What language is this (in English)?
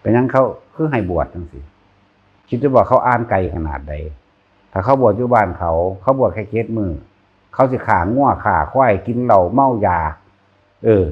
Northeastern Thai